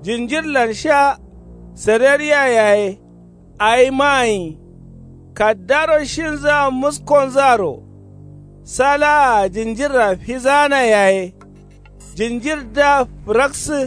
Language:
Kanuri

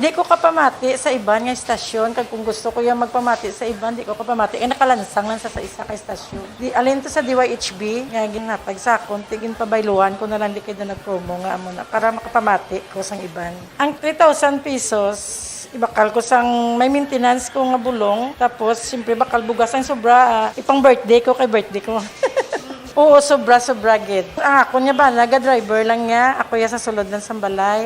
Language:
Hiligaynon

